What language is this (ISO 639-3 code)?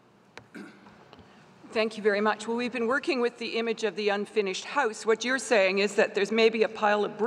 eng